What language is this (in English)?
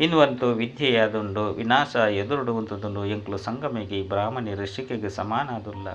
Tulu